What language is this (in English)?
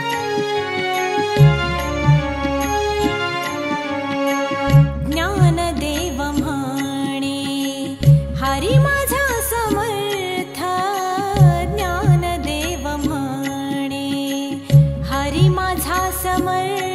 Marathi